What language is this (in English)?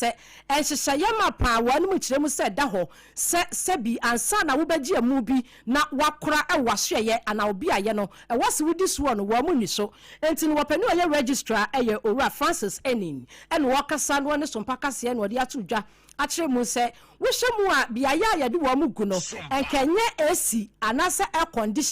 Akan